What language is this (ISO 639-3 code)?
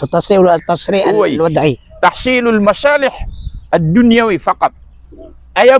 mrw